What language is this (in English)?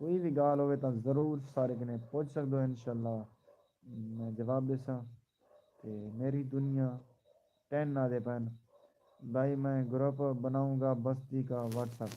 Saraiki